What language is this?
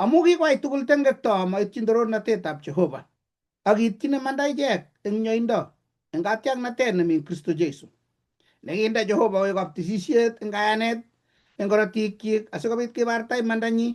Kalenjin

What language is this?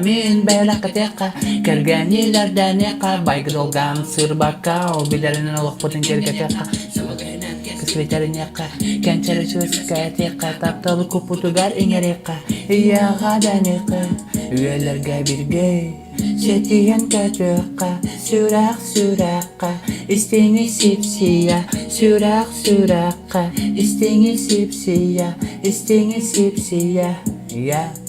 Yakut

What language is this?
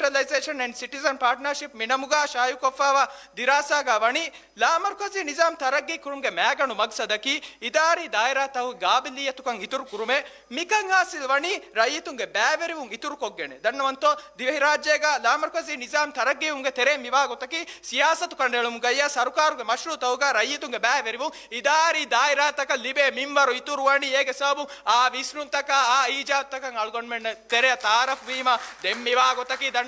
Divehi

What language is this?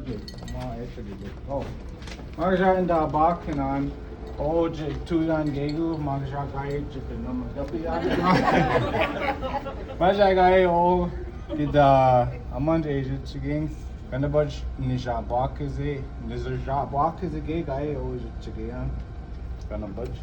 Chippewa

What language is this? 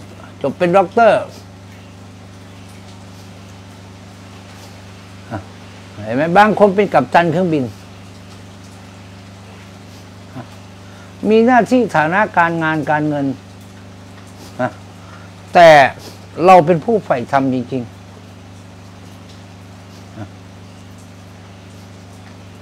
Thai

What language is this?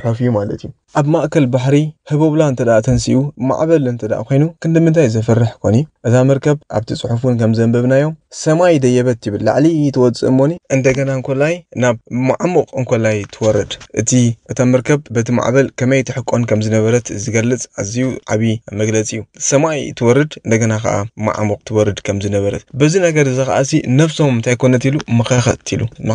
Tigrinya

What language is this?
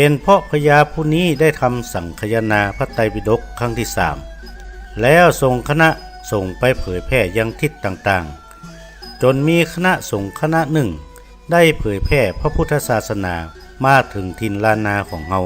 Northern Thai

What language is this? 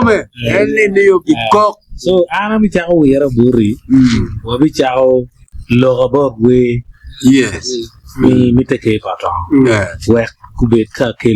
Acoli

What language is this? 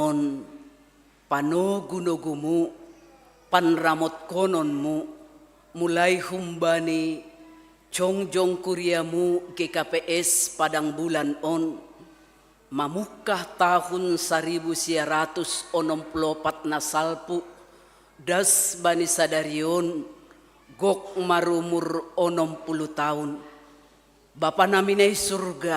Batak Simalungun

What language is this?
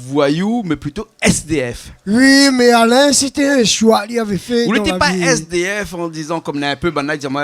Réunion Creole French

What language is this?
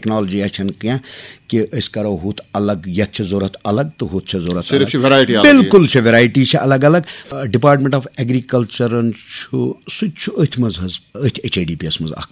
Kashmiri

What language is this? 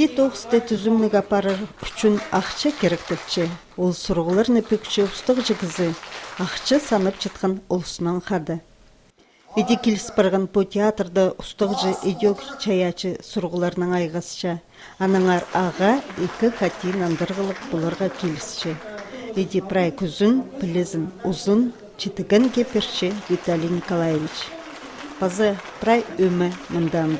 Khakas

